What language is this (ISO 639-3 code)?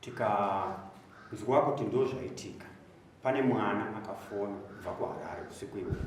sna